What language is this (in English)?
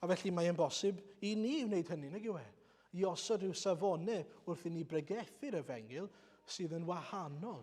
Welsh